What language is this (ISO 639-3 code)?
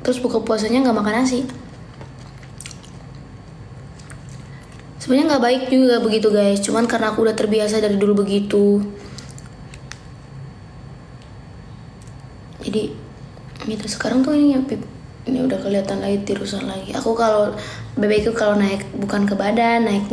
ind